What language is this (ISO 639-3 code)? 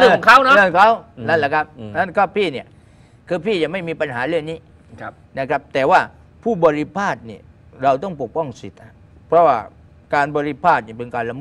tha